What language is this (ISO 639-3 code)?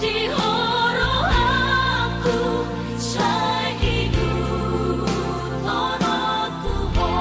bbc